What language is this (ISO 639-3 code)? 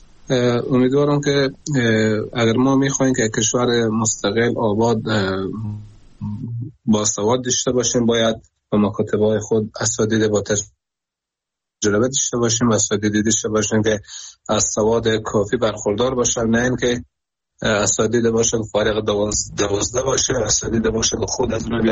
fas